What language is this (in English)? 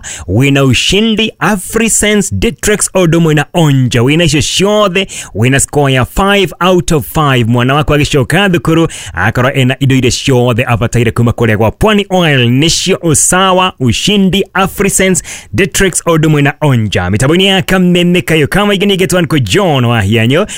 Kikuyu